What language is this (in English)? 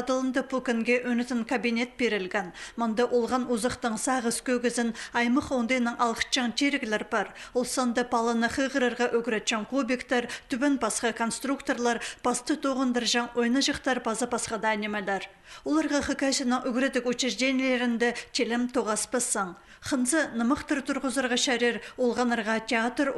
Khakas